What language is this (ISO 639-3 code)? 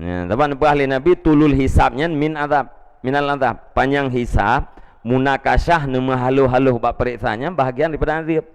ace